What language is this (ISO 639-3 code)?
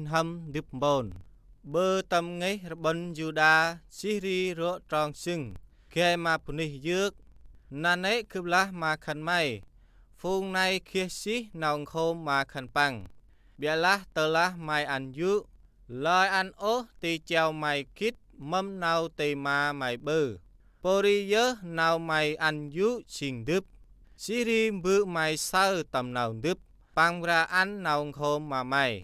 cmo